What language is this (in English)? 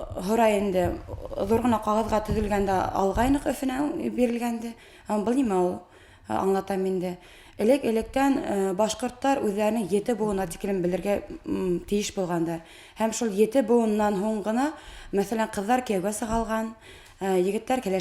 Bashkir